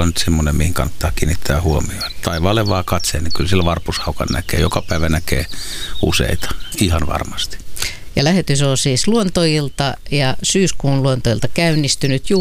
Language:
Finnish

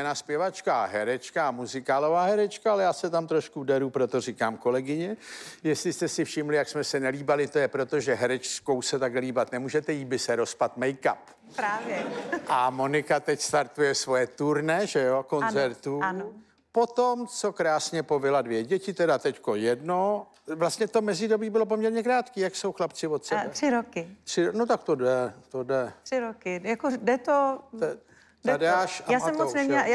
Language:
Czech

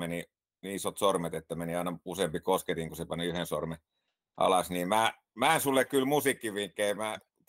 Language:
Finnish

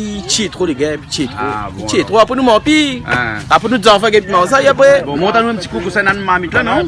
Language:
Réunion Creole French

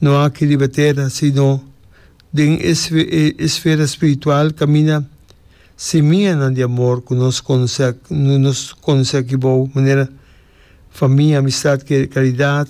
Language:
Papiamento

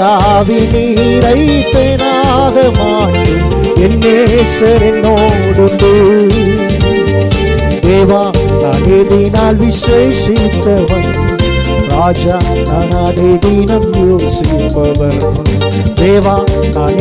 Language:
Tamil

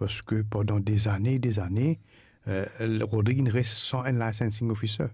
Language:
Morisyen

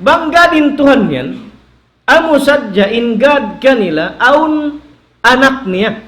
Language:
Tausug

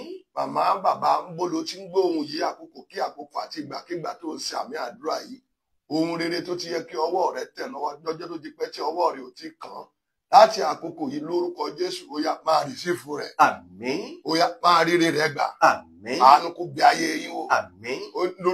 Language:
Yoruba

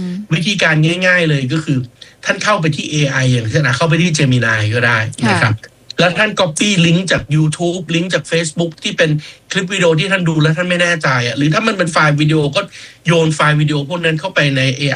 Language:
Thai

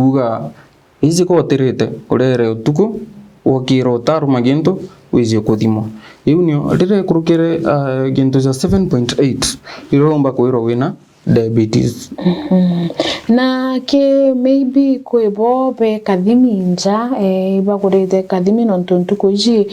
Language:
Meru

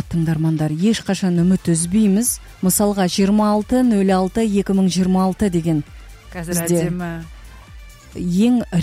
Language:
Kazakh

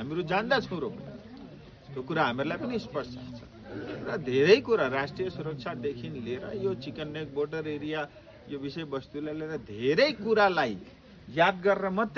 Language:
Nepali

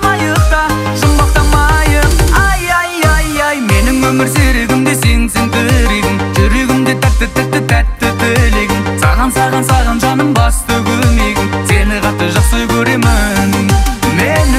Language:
Kazakh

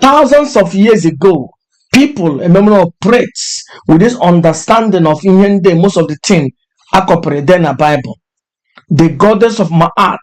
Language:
Igbo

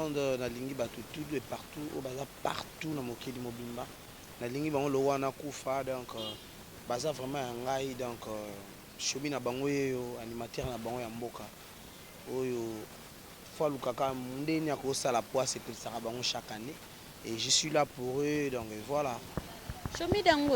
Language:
Lingala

